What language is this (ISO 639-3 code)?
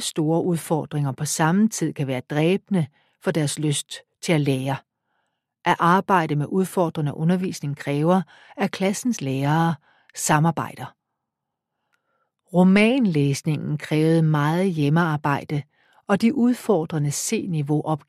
dan